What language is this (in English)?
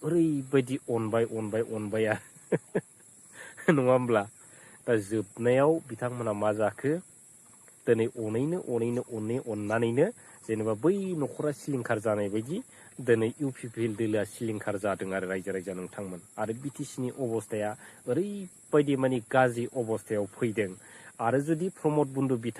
Bodo